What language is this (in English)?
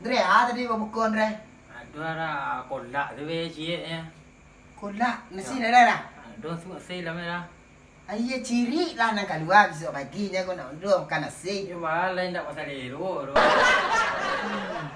Minangkabau